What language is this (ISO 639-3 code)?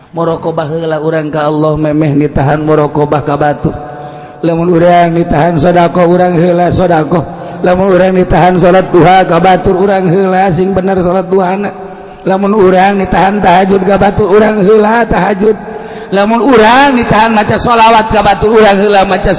sun